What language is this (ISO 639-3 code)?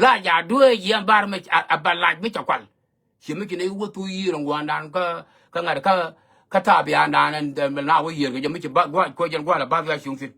nus